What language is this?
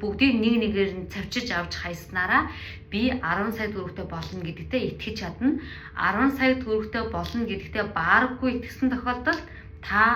Mongolian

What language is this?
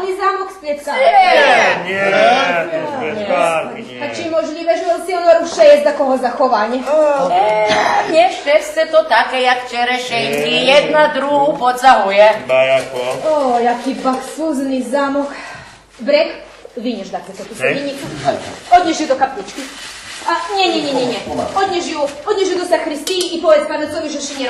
Rusyn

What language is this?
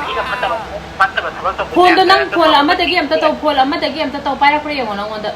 Manipuri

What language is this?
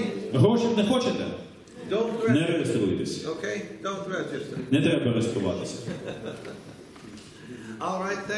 Ukrainian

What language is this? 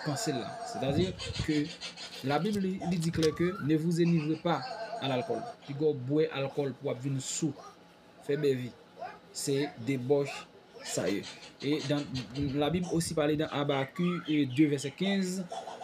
Haitian Creole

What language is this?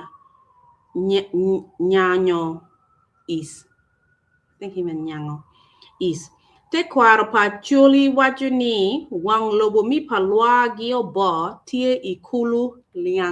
Acoli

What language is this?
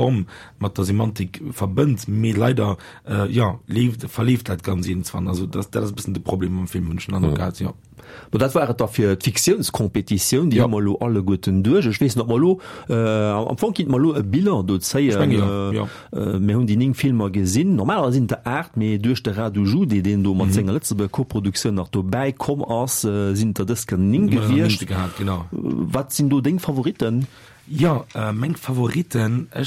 Luxembourgish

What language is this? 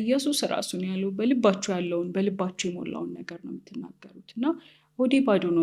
Amharic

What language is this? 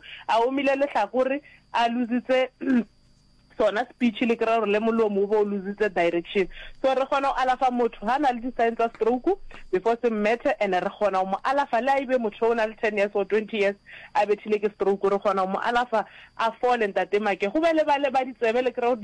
Northern Sotho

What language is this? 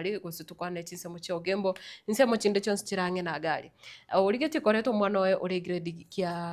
Gusii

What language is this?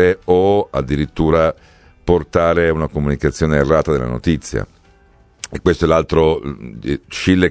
Italian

